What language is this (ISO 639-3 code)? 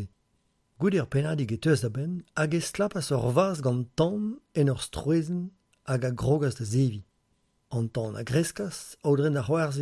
bre